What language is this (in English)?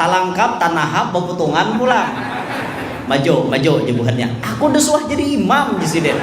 Banjar